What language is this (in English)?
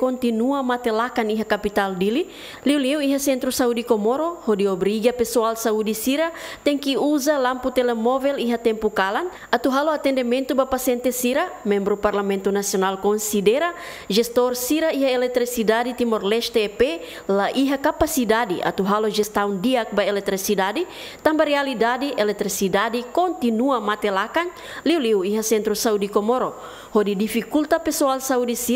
Tetum